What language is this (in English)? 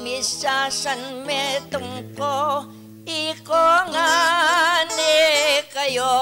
Pampanga